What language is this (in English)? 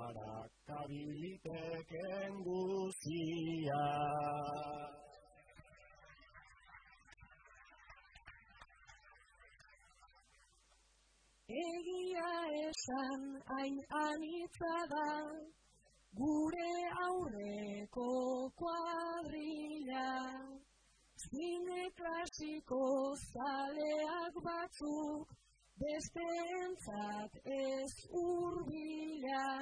Basque